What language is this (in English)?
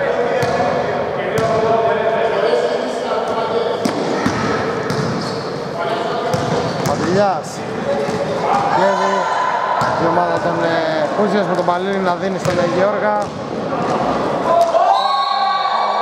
Greek